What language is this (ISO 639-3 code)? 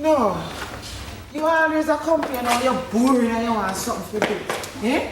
jam